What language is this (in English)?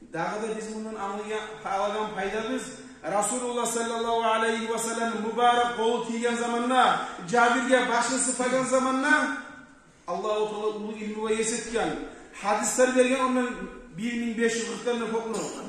Kumyk